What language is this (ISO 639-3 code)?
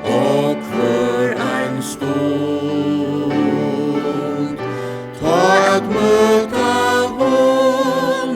fao